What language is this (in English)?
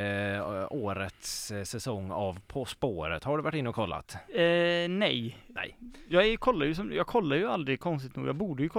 Swedish